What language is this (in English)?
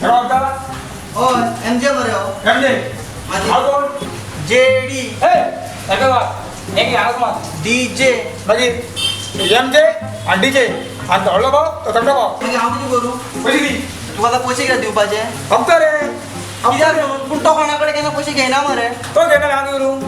Konkani